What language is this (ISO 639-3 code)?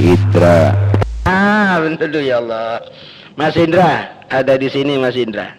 mad